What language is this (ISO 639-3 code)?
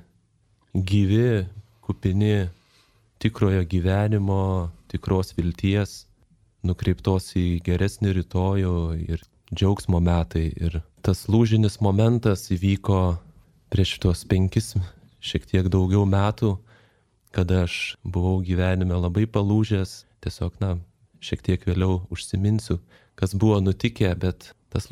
lit